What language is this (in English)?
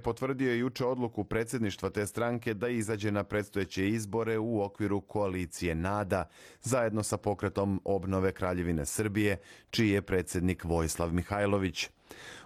Serbian